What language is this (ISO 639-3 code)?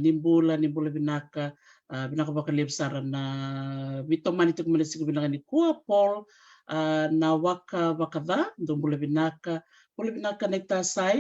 fij